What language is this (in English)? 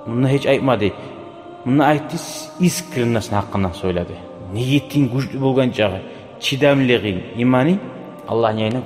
Kumyk